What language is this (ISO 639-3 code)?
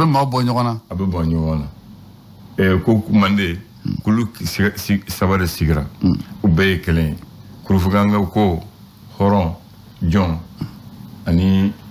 bam